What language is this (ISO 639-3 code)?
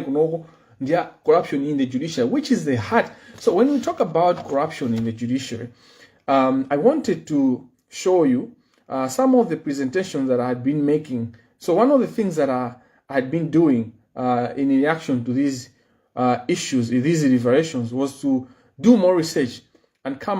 nya